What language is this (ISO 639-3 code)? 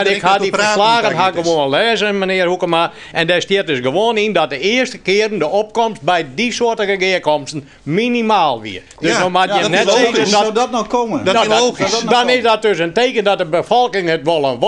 fry